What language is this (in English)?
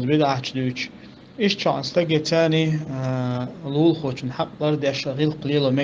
Chechen